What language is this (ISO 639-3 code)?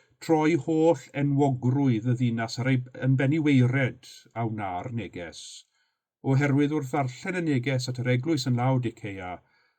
cym